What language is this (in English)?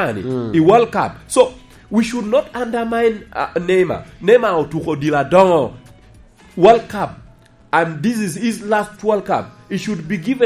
Lango (Uganda)